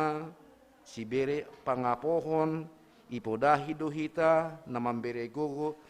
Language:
Batak Simalungun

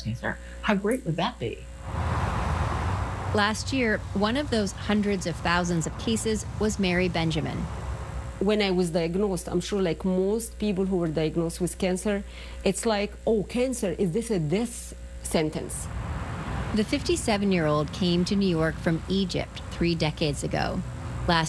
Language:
English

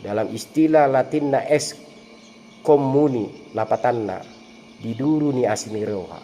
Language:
Batak Toba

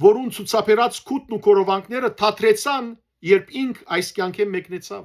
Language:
Western Armenian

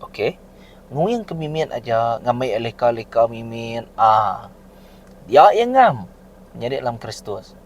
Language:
Iban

